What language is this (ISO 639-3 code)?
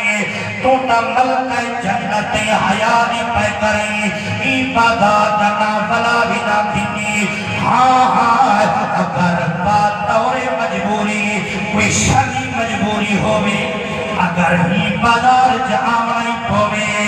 skr